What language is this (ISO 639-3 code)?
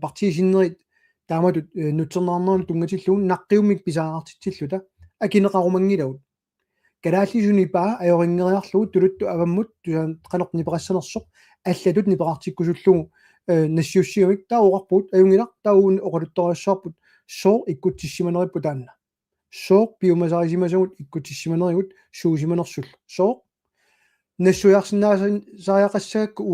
kal